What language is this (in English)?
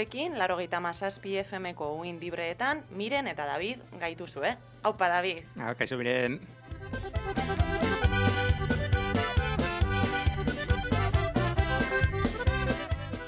Basque